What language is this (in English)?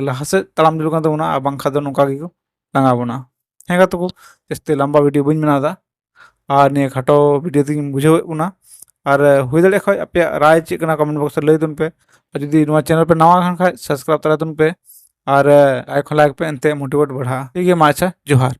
Santali